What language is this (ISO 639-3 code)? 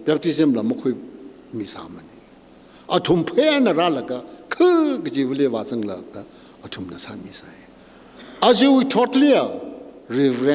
nmf